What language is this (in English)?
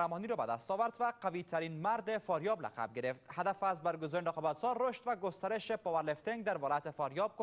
Persian